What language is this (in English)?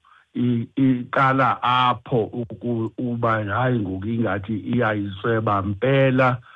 Xhosa